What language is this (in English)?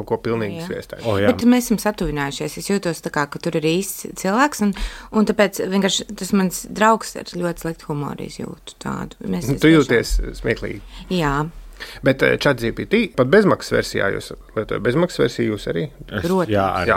Latvian